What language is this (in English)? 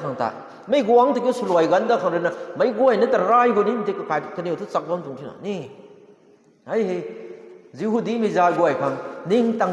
Rongmei Naga